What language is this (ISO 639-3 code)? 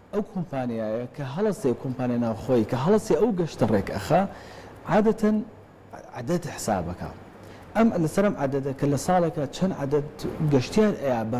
ckb